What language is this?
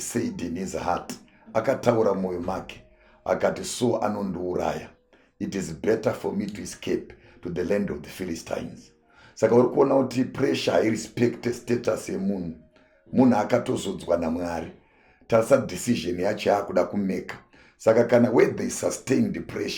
Shona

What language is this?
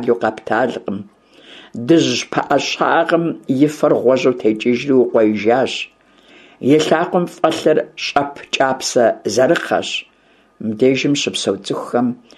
Kabardian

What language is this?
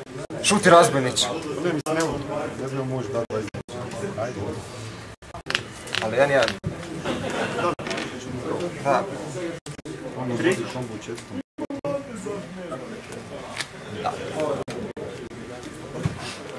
Croatian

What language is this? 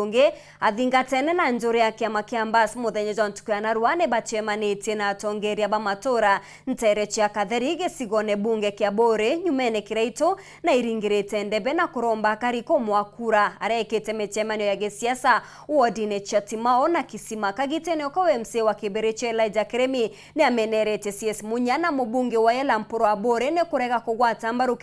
Meru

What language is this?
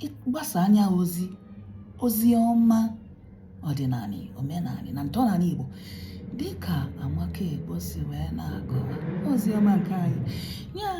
Igbo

